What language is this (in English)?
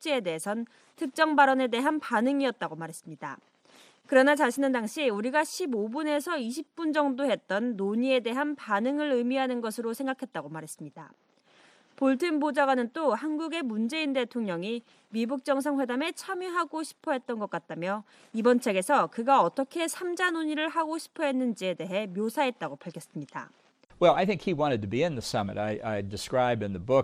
Korean